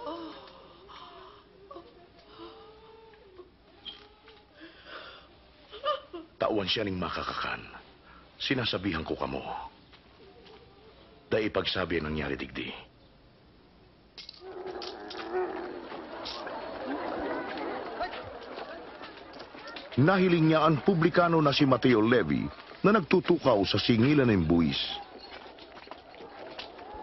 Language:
Bikol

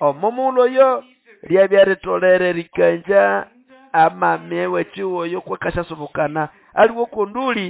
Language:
Nande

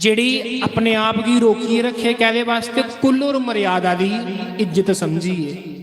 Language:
Dogri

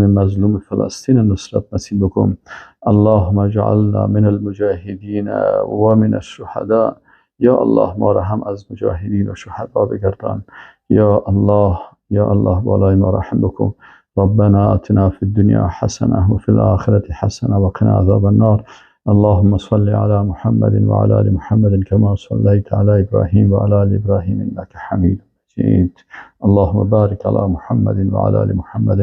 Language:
Persian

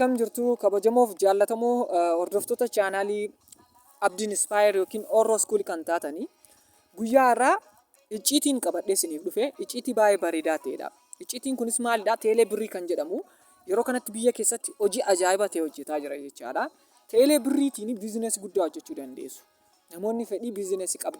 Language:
Oromo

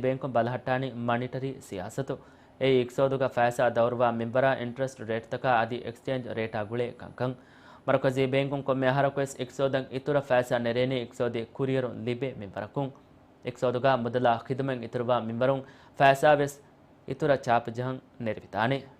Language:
Divehi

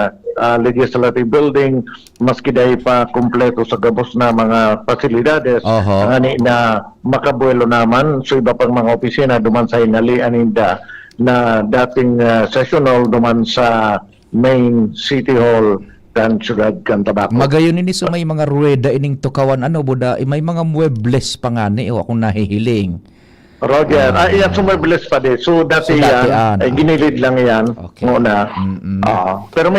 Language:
Bikol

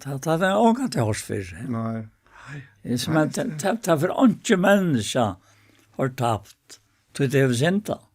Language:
Faroese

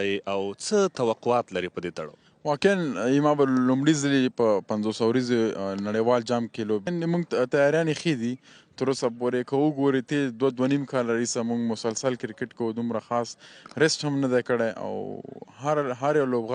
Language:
Pashto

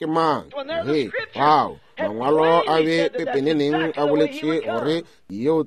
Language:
Northern Sotho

